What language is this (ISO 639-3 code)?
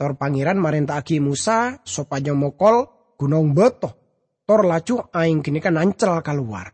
mad